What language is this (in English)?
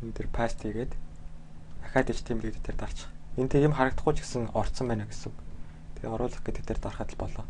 Mongolian